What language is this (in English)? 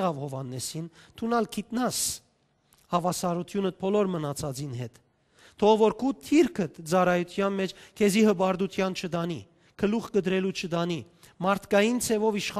Western Armenian